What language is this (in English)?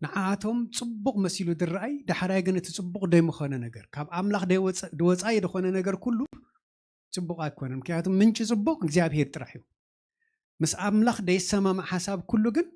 Tigrinya